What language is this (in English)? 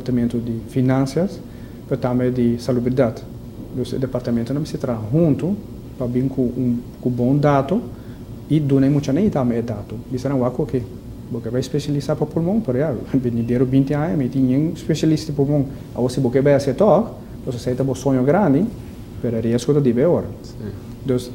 Papiamento